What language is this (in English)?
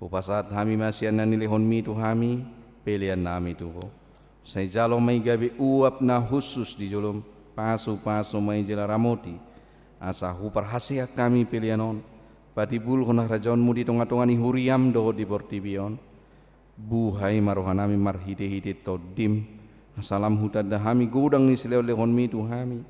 Batak Toba